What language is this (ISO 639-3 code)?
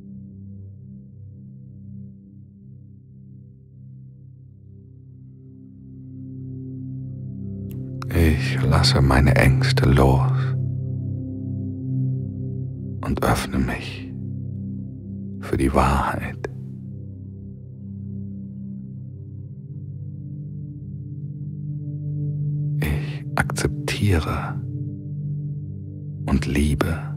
deu